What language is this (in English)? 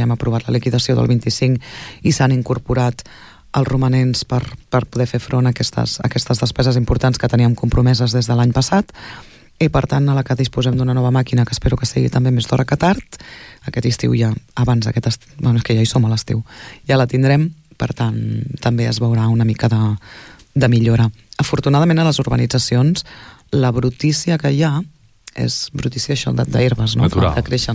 Catalan